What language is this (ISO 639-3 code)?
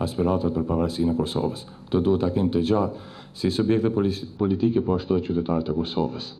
sqi